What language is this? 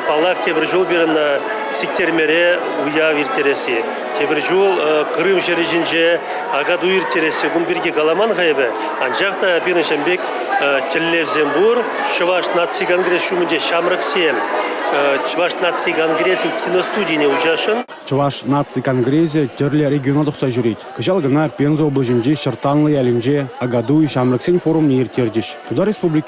Chuvash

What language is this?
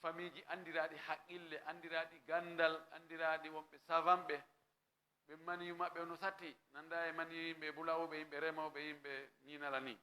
Fula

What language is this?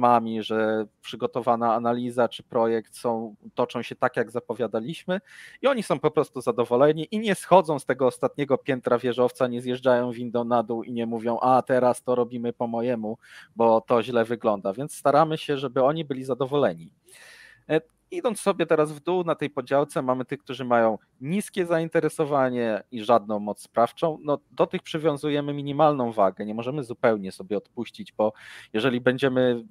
Polish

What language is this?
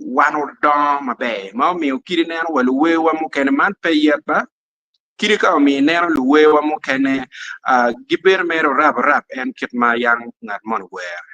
Acoli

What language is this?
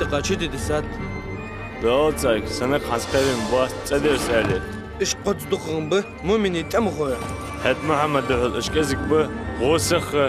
Ingush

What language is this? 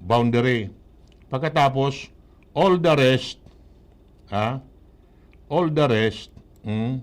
Bikol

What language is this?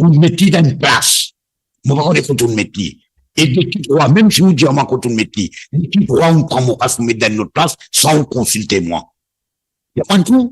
Morisyen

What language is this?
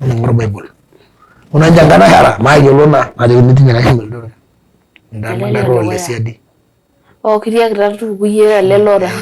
Masai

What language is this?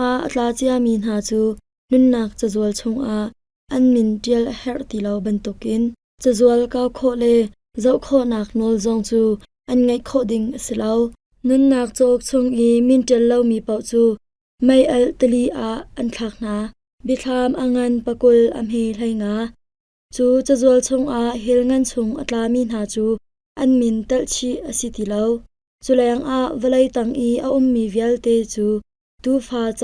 Hakha Chin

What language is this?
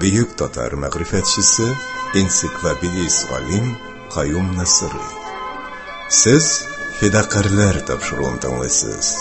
Tatar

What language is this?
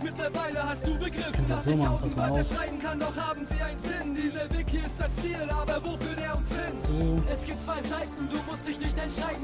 German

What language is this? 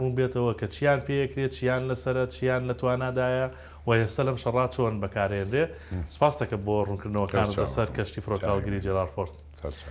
Central Kurdish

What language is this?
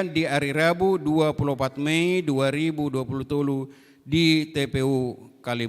Batak Toba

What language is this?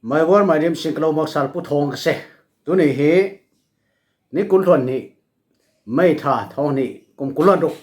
Falam Chin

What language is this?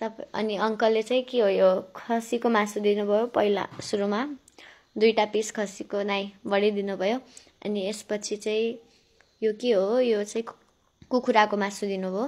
Nepali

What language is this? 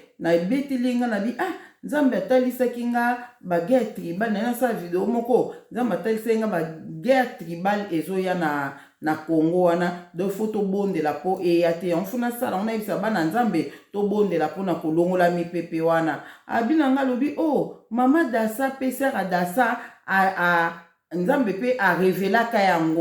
Lingala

